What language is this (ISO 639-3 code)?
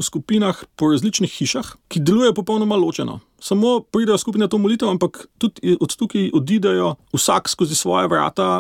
slv